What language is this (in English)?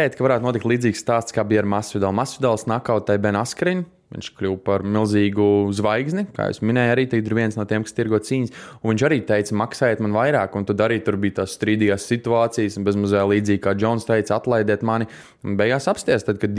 Latvian